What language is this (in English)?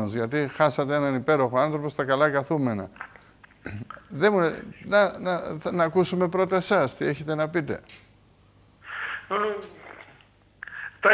Greek